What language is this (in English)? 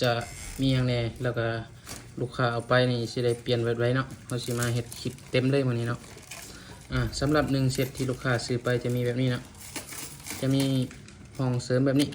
Lao